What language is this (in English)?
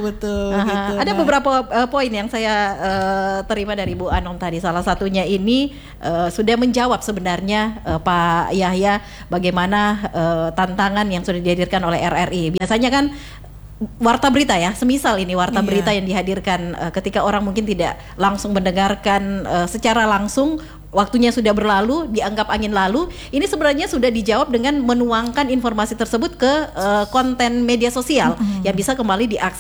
Indonesian